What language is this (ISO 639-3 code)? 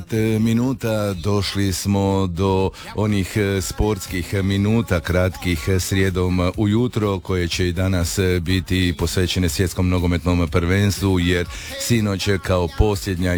hrv